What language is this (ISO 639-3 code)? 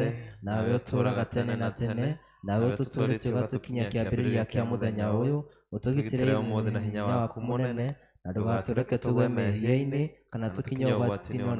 kik